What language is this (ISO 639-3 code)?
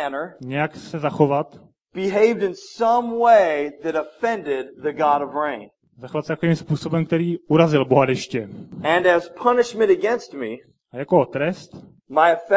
ces